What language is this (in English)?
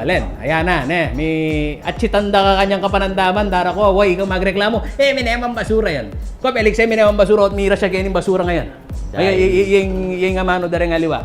Pampanga